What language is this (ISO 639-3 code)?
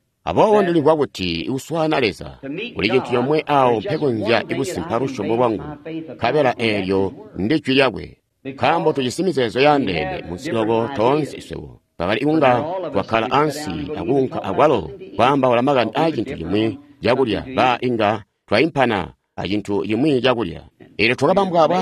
toi